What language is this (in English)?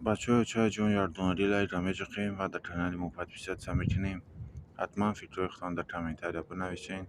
Tajik